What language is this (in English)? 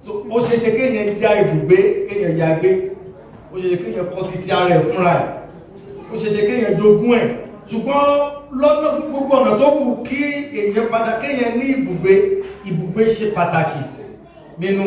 Yoruba